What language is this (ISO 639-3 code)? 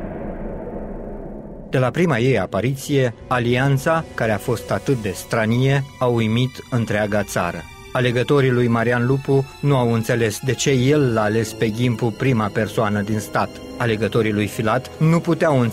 ron